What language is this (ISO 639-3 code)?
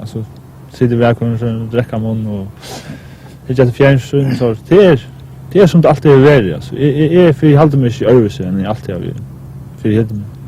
fao